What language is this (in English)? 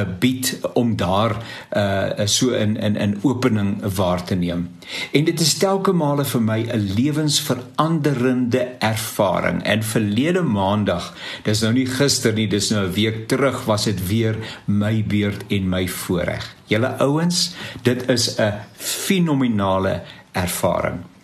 Afrikaans